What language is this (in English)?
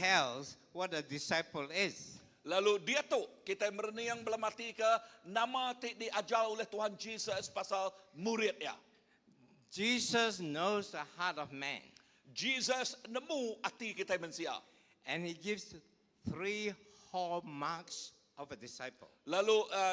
Iban